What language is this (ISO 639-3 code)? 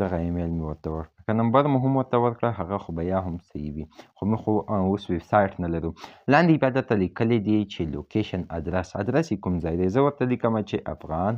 pus